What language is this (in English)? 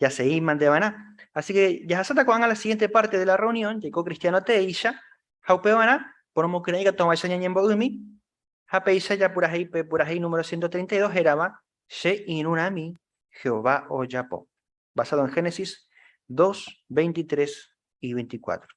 Guarani